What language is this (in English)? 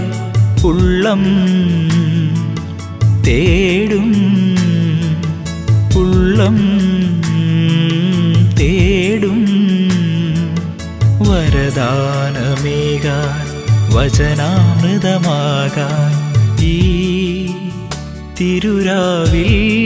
Malayalam